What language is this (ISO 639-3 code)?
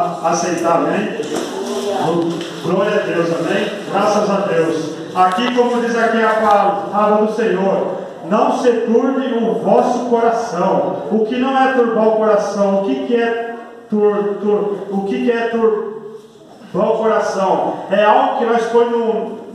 por